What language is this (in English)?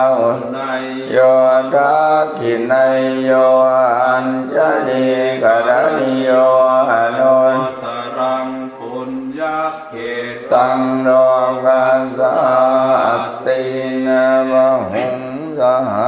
Pali